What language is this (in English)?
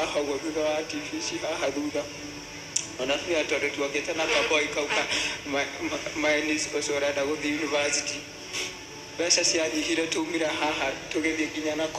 Kikuyu